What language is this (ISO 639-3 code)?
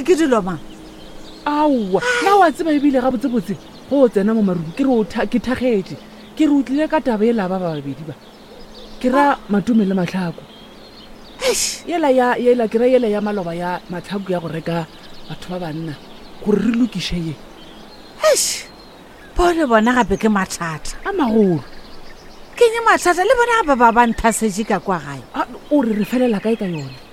nso